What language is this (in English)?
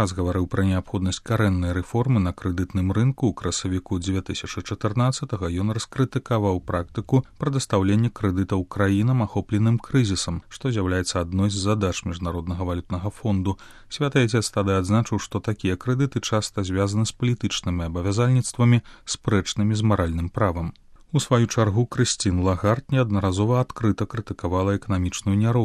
Belarusian